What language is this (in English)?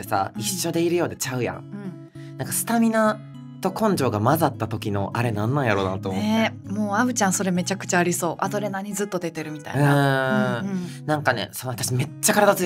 Japanese